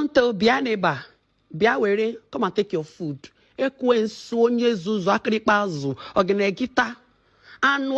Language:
Nigerian Pidgin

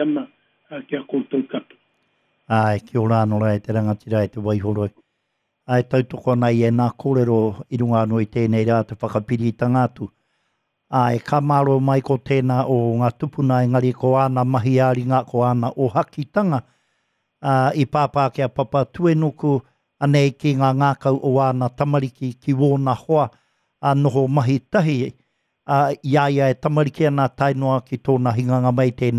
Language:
Māori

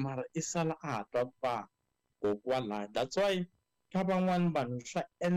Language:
Tsonga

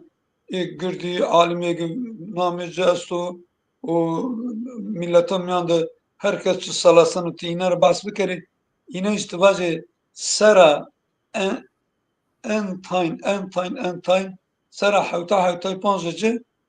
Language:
Zaza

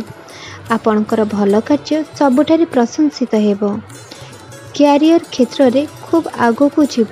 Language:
Odia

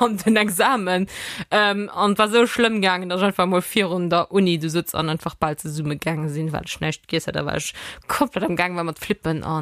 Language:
Luxembourgish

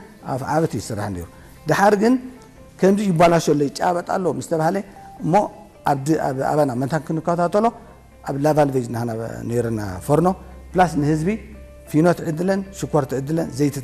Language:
Tigrinya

